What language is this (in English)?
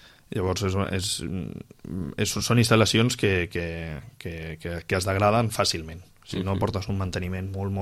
Catalan